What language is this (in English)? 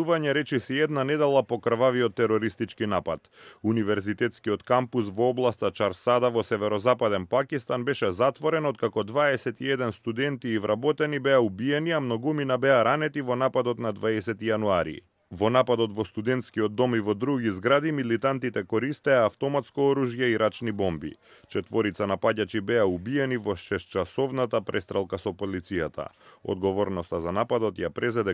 Macedonian